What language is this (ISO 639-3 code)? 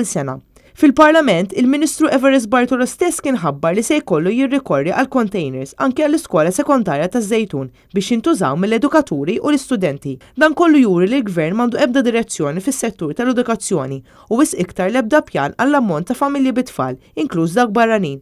mlt